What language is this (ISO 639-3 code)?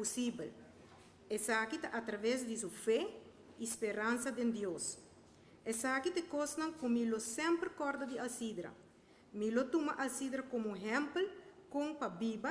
pap